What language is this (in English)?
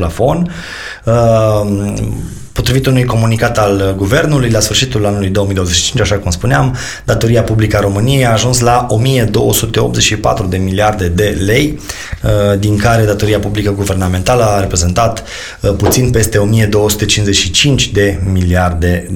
Romanian